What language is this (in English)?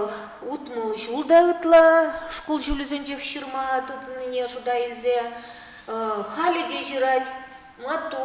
Chuvash